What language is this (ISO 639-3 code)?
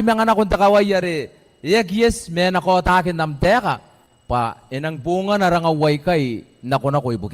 gil